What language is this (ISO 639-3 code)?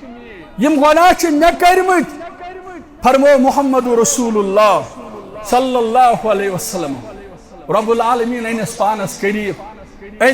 kas